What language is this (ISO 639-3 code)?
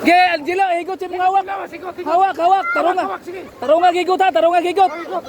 ceb